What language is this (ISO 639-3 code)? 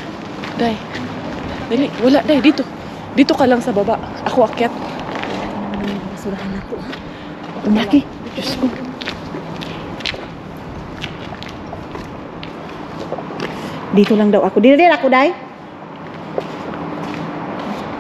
fil